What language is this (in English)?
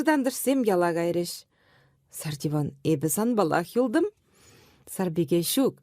Chuvash